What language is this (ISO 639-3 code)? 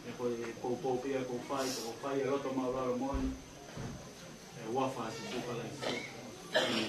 ton